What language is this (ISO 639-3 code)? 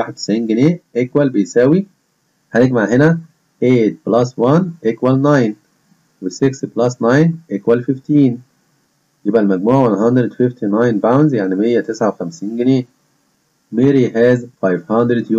arz